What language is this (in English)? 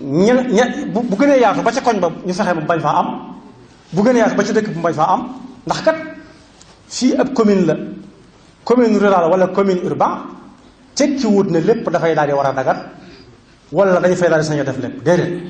Wolof